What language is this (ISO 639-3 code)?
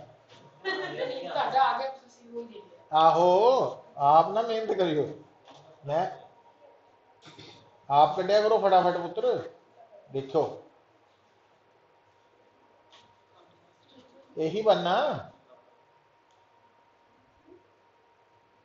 pan